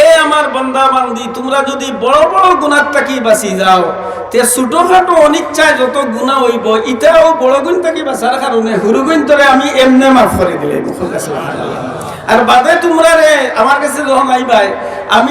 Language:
Sylheti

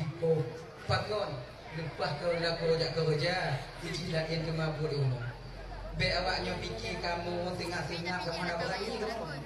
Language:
Achinese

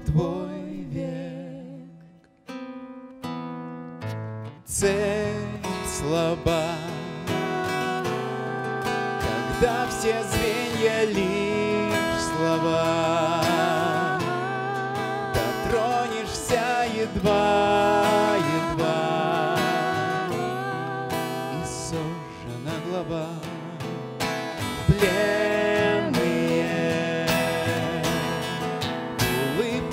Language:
Russian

